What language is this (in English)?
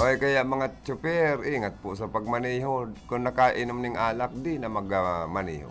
Bikol